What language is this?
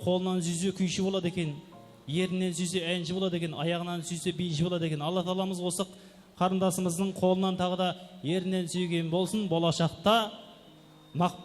Kara-Kalpak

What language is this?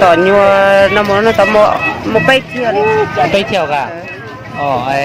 Hmong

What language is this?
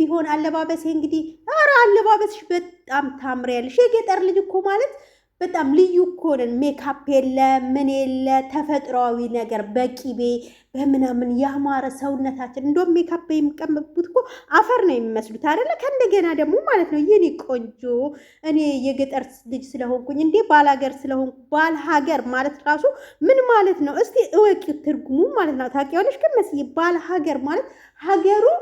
Amharic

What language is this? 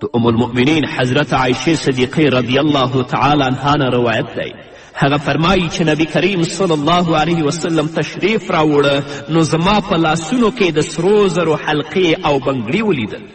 Pashto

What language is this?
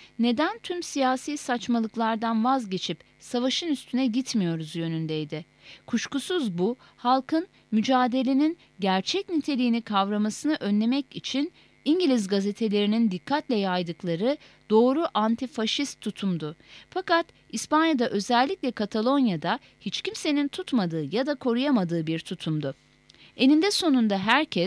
Turkish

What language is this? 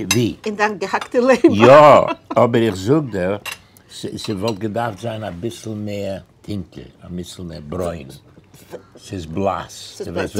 Yiddish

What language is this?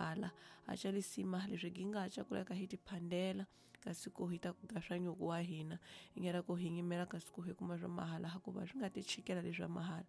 Tsonga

